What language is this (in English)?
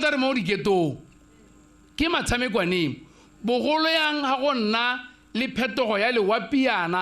Tswana